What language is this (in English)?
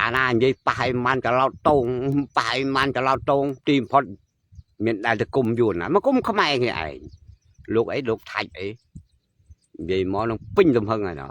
Khmer